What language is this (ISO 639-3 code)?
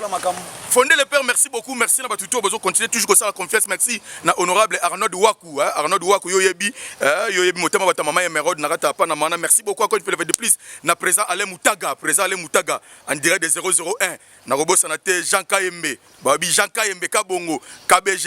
lin